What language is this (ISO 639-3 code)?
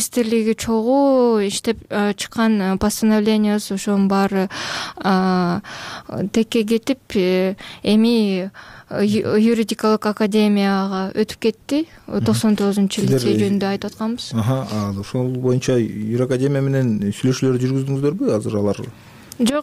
kir